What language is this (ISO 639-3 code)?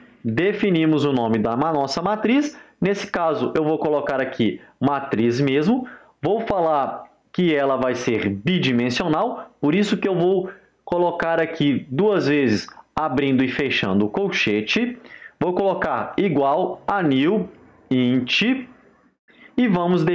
por